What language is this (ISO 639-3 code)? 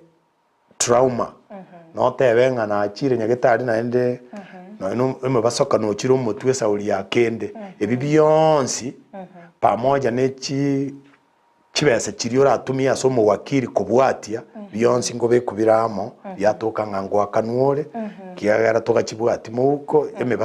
guz